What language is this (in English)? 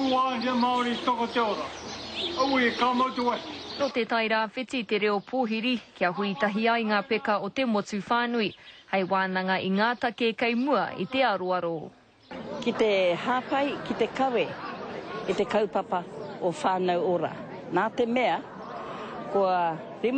Māori